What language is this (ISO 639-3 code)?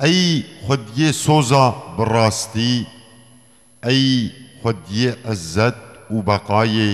kur